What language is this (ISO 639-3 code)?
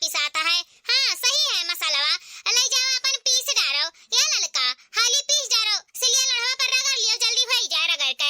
awa